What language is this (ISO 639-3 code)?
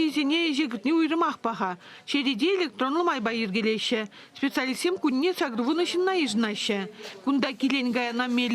chv